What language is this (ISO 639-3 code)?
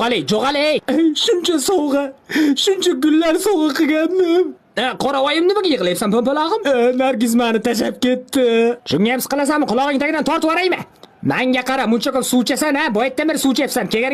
uzb